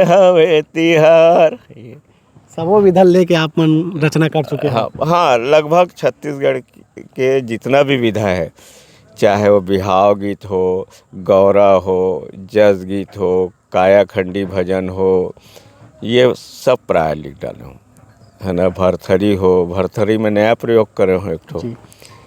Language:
Chhattisgarhi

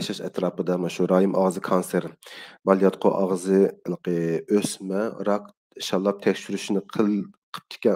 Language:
Uyghur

